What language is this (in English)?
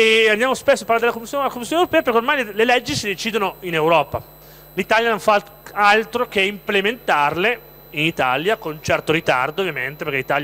Italian